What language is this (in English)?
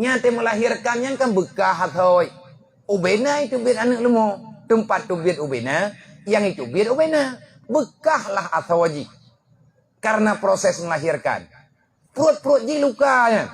Achinese